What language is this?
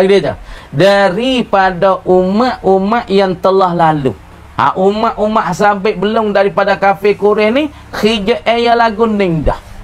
Pattani Malay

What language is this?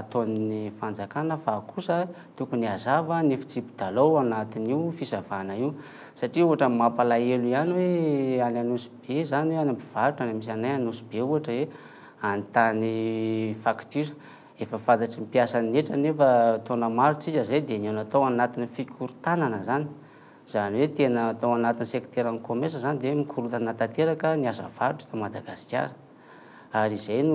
Malagasy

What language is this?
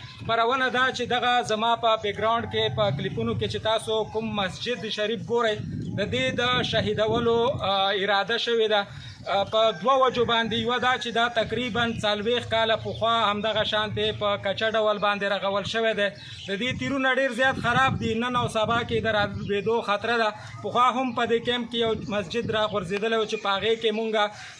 Pashto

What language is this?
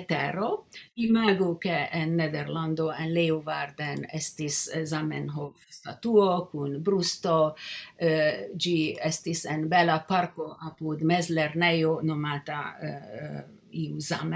Esperanto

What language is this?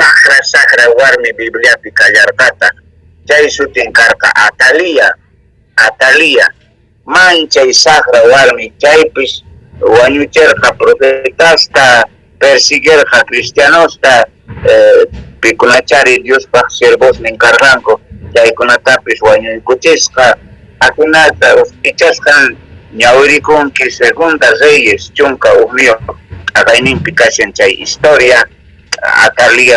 South Bolivian Quechua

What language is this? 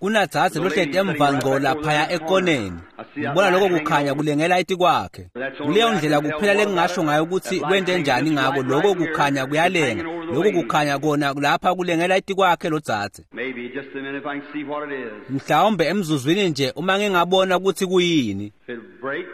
Swati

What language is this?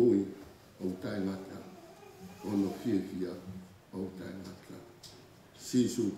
Tongan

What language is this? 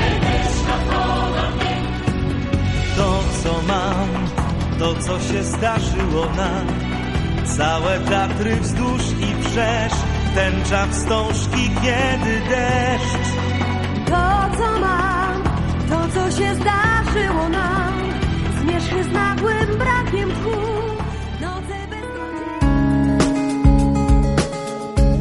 Polish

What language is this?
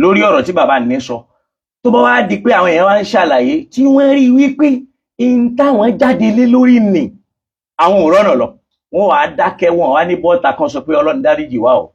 Yoruba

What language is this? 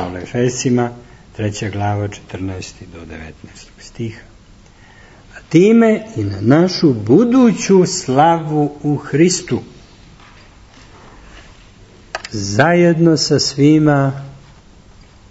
Serbian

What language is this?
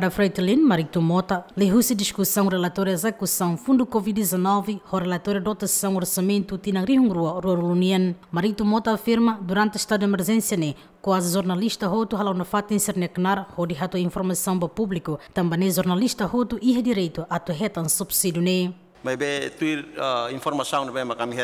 Tetum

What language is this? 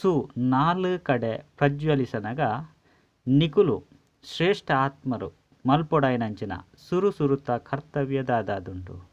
Tulu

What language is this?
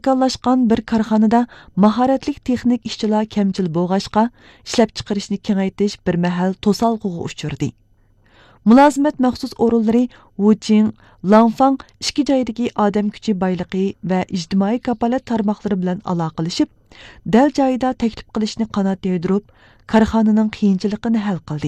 Uyghur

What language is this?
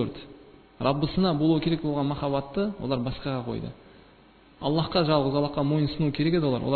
Kazakh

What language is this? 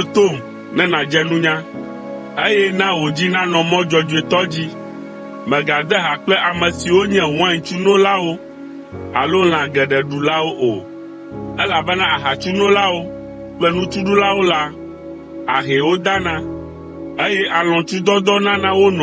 Ewe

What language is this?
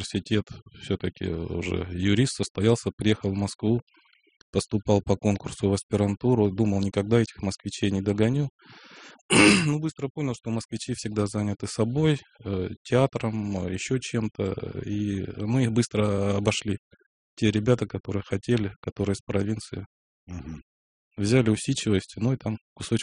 Russian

